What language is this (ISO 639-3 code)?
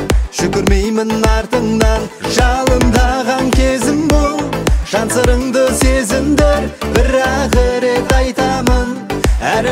kaz